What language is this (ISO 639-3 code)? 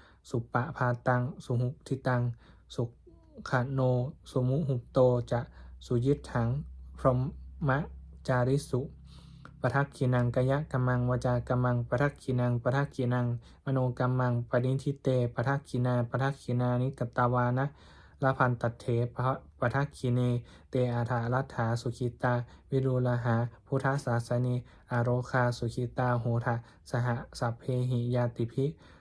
pli